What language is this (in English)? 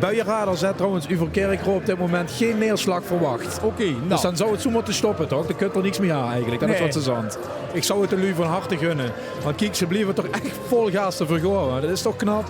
Limburgish